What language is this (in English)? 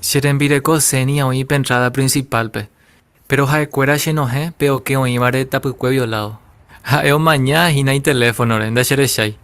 Guarani